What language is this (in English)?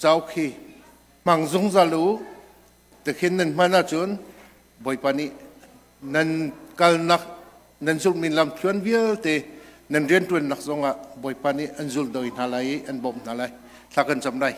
Hakha Chin